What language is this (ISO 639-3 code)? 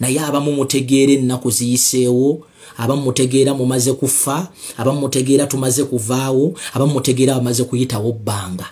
lug